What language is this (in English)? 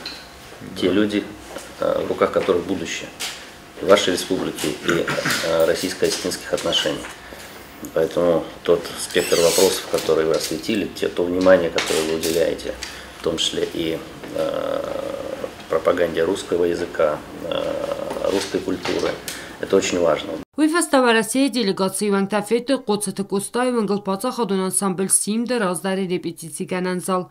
Ossetic